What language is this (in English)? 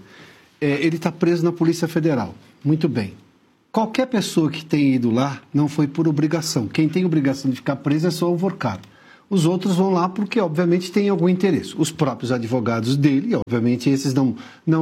Portuguese